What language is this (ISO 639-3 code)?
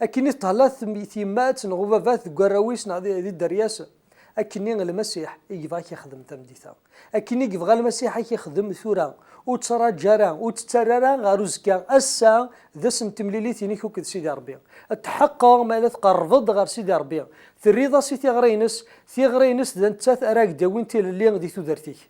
kab